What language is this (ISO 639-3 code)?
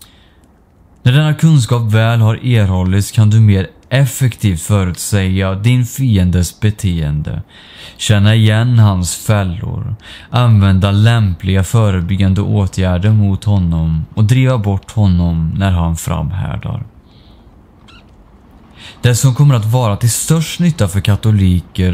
swe